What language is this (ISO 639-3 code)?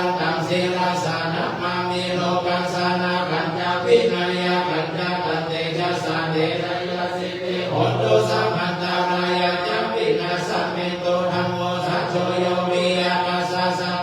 pli